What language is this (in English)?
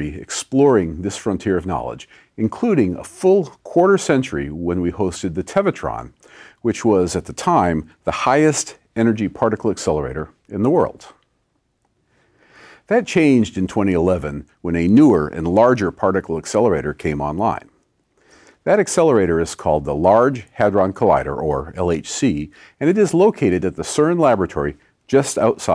English